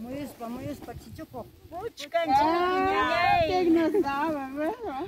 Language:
Ayacucho Quechua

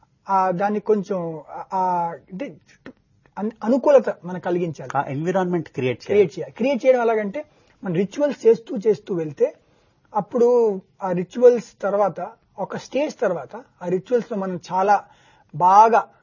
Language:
Telugu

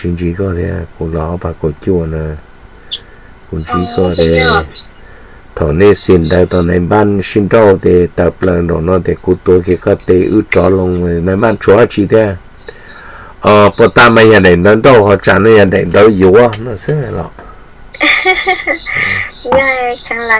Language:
Vietnamese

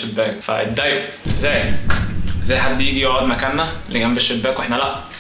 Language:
Egyptian Arabic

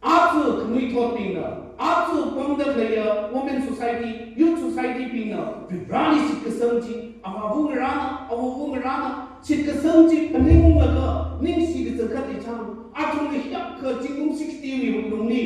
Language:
Tangkhul Naga (India)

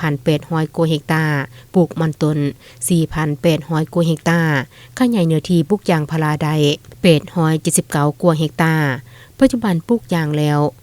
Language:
Lao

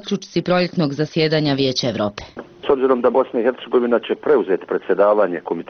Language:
Bosnian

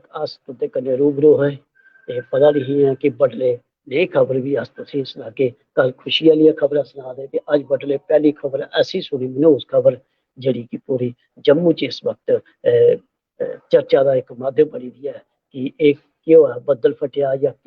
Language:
Dogri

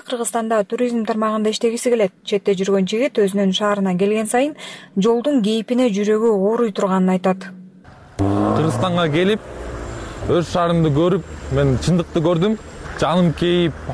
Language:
Kyrgyz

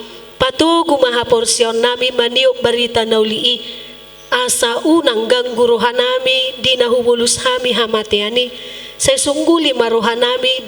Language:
Batak Toba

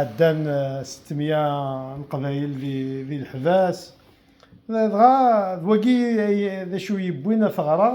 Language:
Kabyle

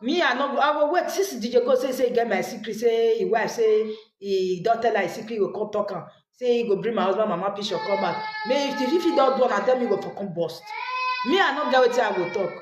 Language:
Nigerian Pidgin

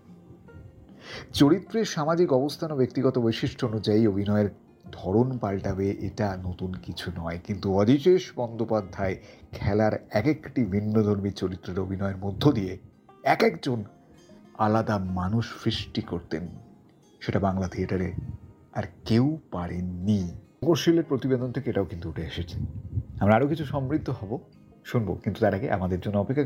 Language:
Bangla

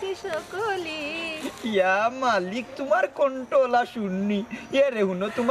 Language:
Sylheti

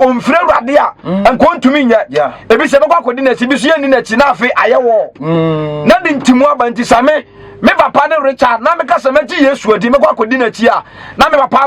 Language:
Akan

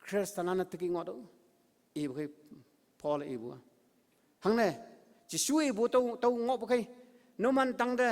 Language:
Konyak Naga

